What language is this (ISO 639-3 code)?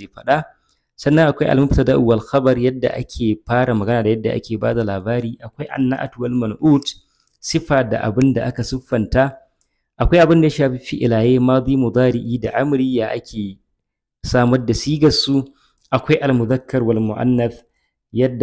hau